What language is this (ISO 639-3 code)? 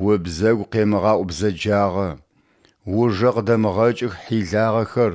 ady